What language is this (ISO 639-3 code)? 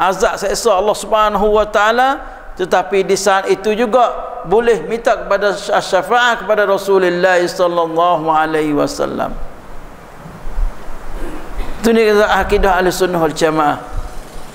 msa